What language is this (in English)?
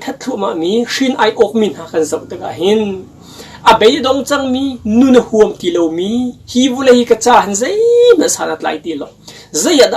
Hakha Chin